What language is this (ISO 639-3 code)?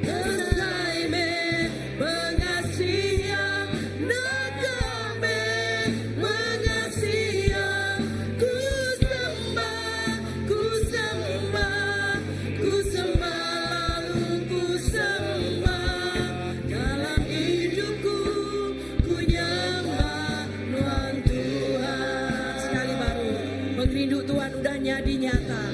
iba